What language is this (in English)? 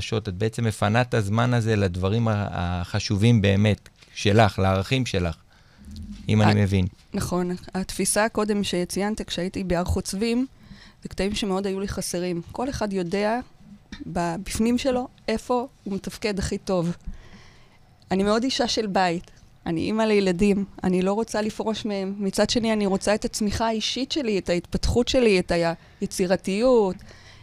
Hebrew